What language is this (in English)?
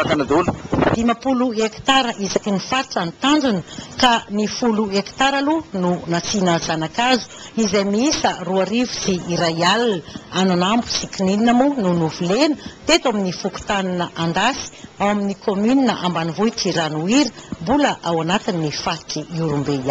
Malagasy